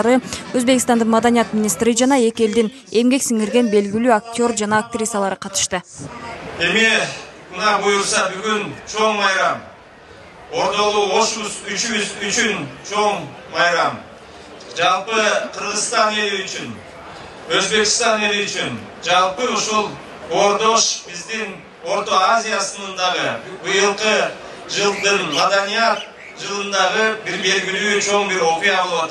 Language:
Kyrgyz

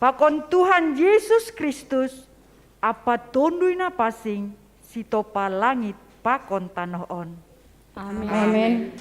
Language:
Batak Simalungun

